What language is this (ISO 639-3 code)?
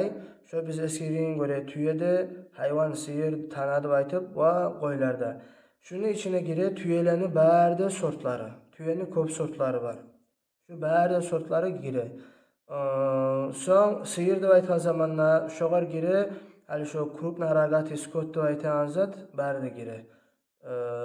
kum